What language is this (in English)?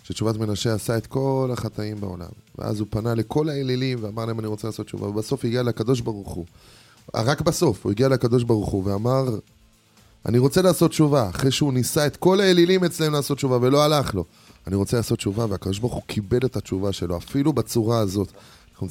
Hebrew